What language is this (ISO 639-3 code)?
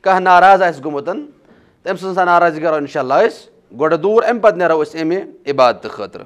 kas